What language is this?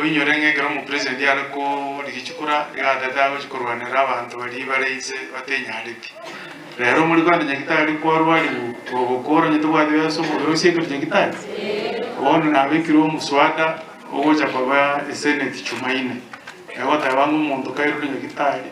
Gusii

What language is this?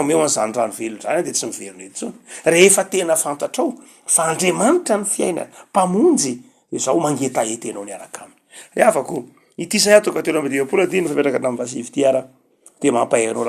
Malagasy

